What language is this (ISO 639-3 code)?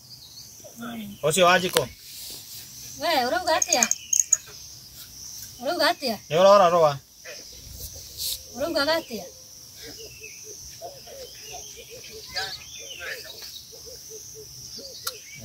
kik